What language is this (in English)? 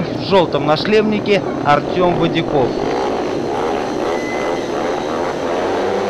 Russian